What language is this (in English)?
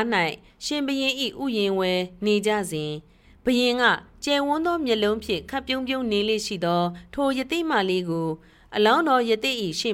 Burmese